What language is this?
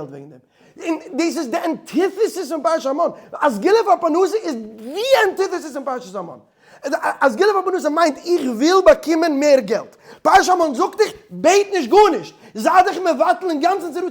Yiddish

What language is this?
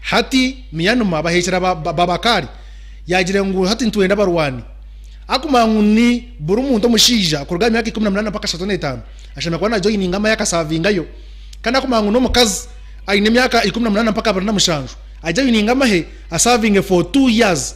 Nyankole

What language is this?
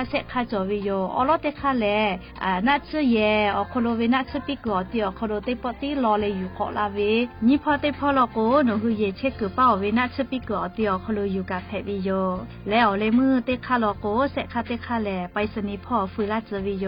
Lahu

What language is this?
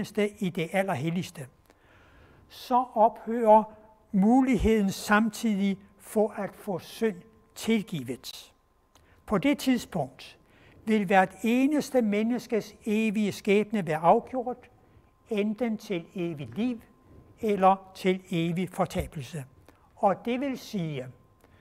Danish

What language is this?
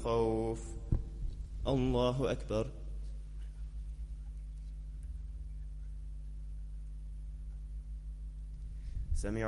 Arabic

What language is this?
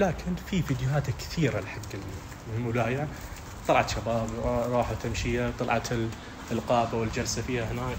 Najdi Arabic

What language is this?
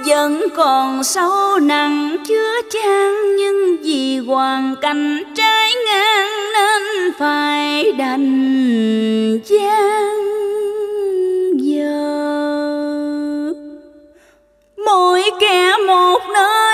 Vietnamese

